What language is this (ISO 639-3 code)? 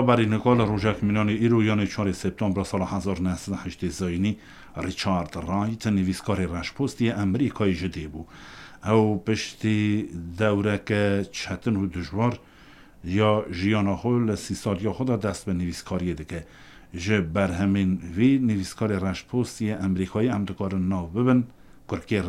kur